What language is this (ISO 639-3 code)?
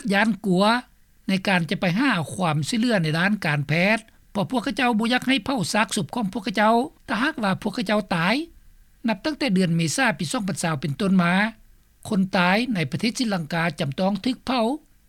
lao